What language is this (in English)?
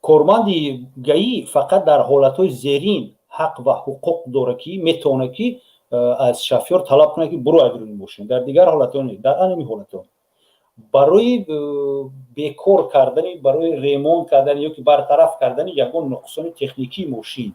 Tajik